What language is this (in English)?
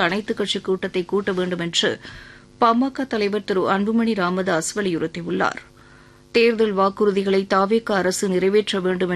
Tamil